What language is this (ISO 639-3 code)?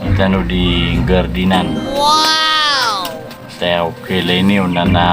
mrw